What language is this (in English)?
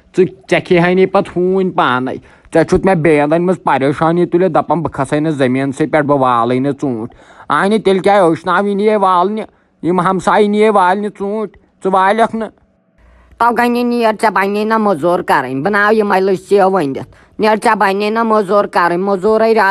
Kashmiri